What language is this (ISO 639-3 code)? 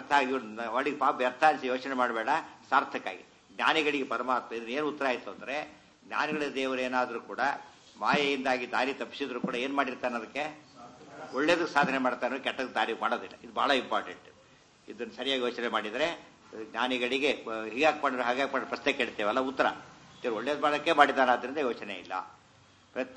kan